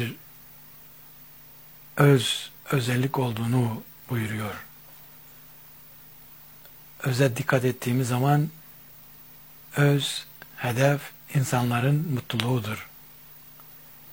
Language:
Turkish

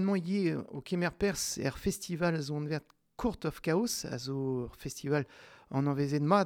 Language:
Breton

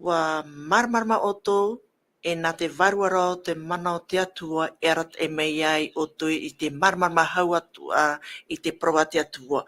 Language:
Tahitian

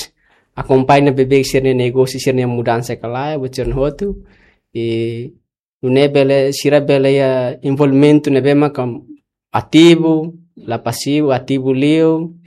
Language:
Tetum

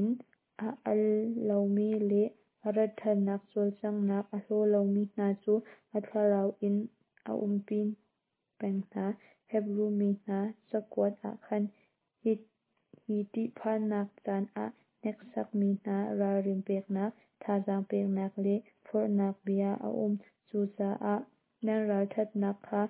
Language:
Hakha Chin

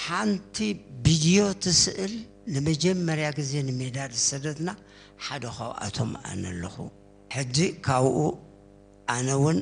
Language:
Tigrinya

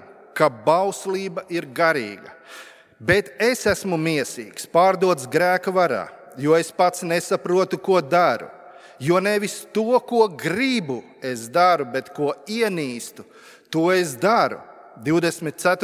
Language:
Latvian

